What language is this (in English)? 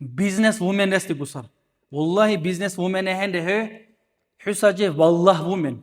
Dargwa